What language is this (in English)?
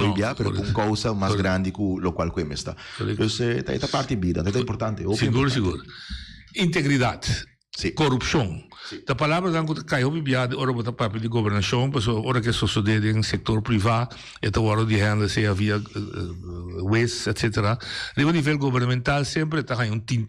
Papiamento